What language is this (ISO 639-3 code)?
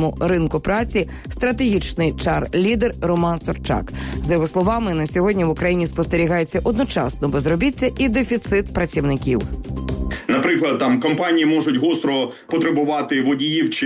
ukr